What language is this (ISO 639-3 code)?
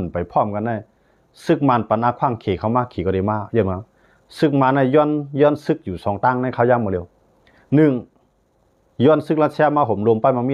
shn